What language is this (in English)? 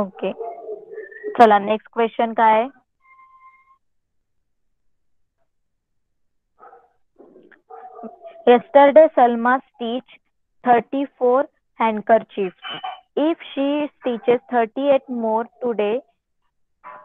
Marathi